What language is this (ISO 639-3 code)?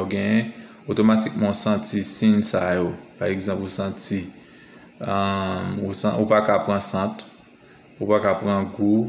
hat